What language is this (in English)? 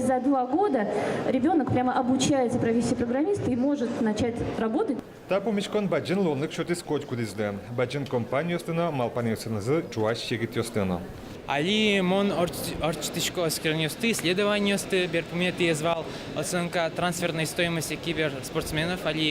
Udmurt